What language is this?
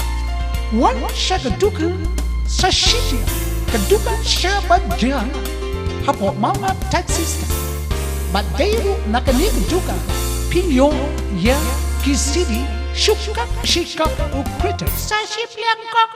Khasi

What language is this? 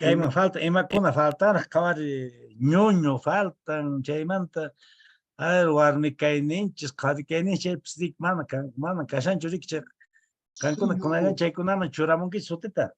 Quechua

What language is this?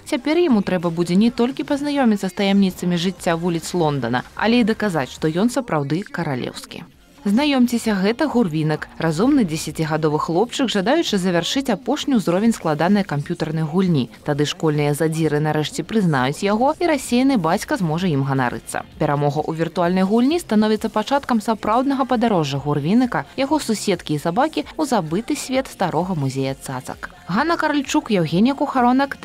Belarusian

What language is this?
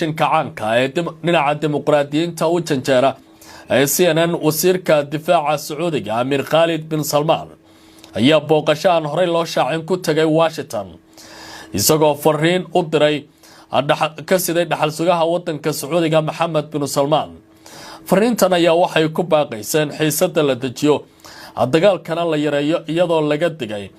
Somali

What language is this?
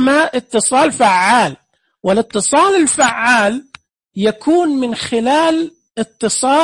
Najdi Arabic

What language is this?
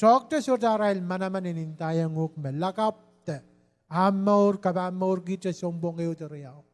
Pohnpeian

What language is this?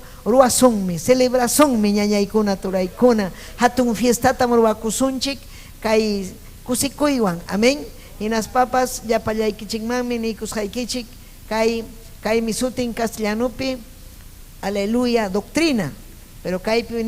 Ayacucho Quechua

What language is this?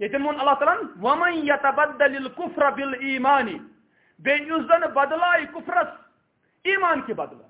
Kashmiri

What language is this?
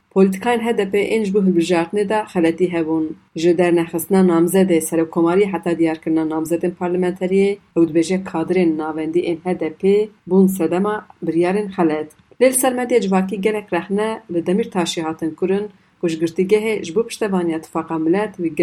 Kurdish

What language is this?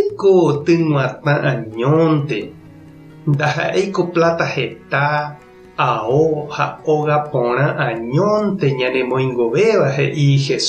Guarani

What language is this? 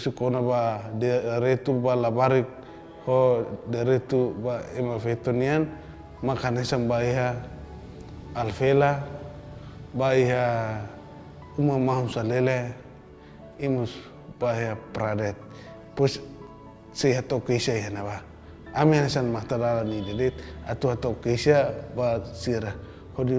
Tetum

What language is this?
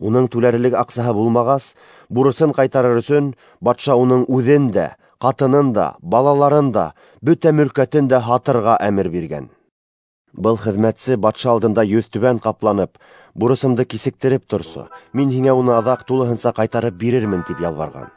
Bashkir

